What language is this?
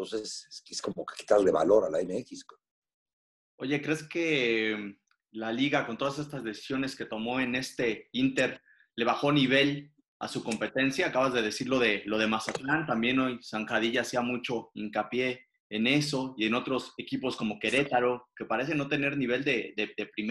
Spanish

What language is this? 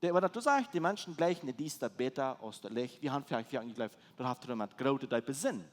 Plautdietsch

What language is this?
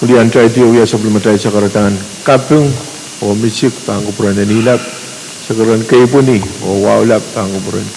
Pohnpeian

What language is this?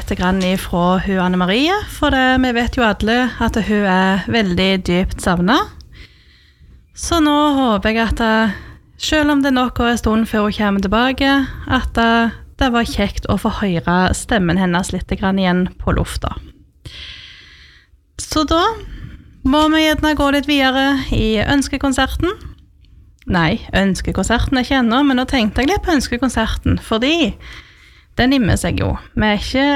Norwegian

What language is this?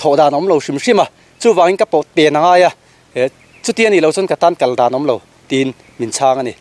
Mizo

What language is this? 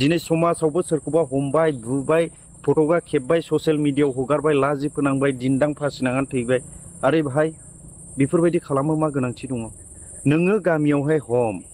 Bodo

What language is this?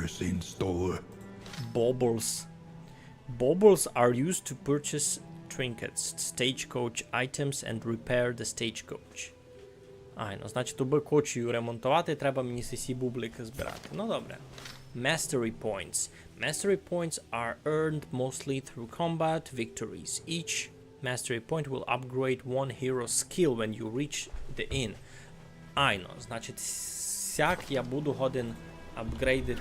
Rusyn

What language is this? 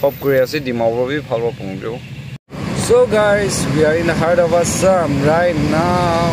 Naga Pidgin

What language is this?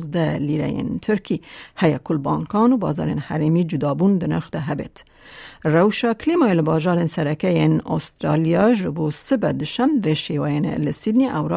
Kurdish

